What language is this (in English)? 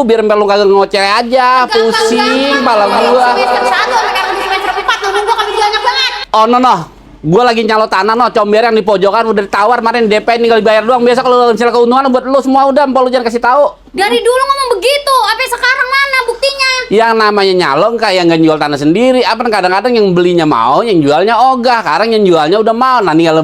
Betawi